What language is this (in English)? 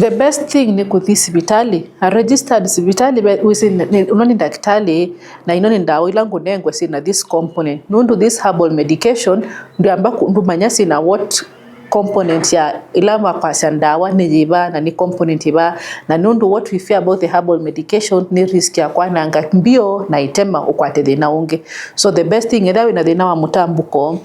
Kamba